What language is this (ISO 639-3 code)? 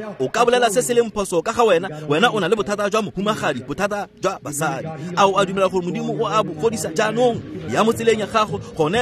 tsn